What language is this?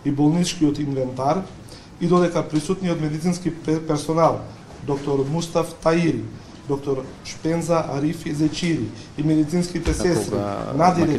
Macedonian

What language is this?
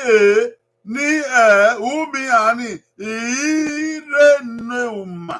Bini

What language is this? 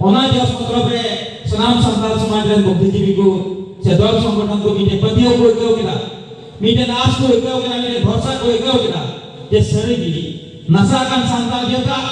Santali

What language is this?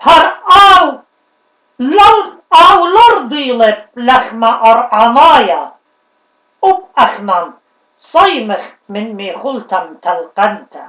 Assyrian Neo-Aramaic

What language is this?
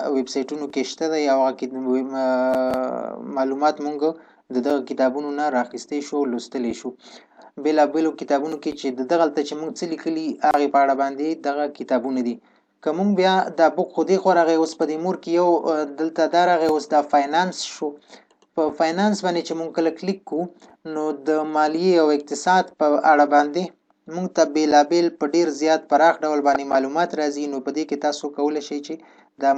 Pashto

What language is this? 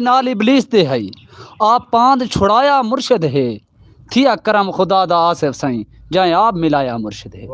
Saraiki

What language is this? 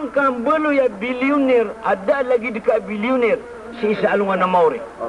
Maranao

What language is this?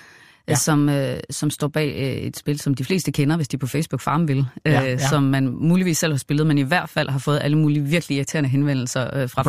Danish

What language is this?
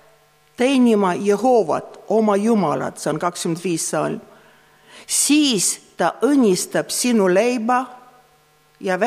Estonian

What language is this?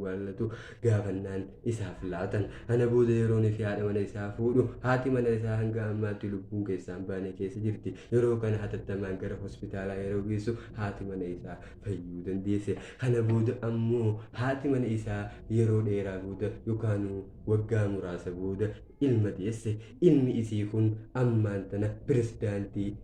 Oromo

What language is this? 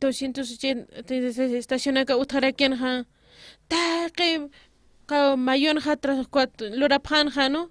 Aymara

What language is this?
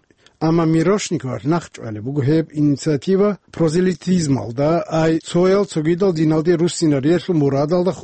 Avaric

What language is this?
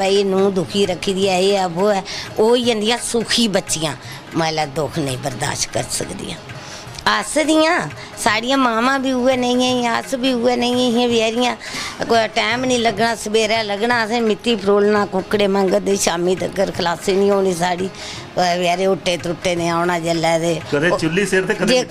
Dogri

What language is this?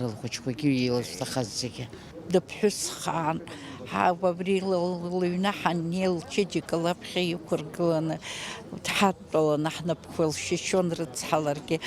Abkhazian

